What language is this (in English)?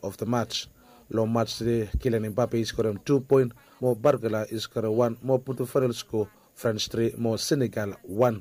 Bislama